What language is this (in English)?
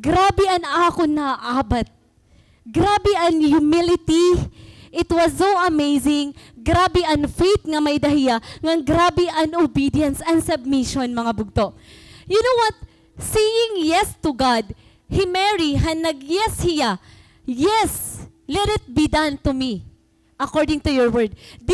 Waray